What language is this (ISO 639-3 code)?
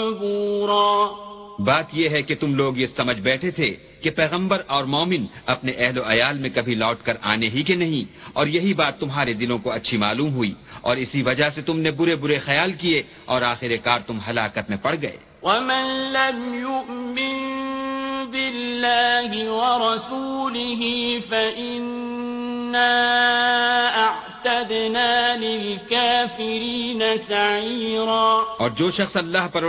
urd